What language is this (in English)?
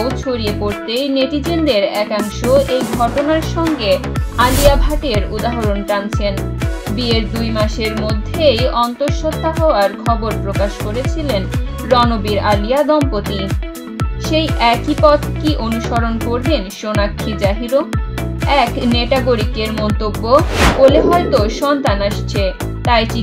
Bangla